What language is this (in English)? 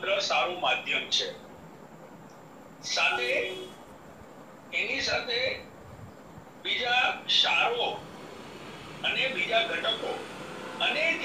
Gujarati